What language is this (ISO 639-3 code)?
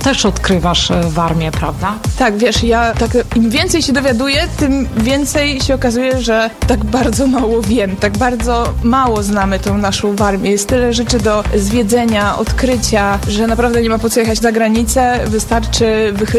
pol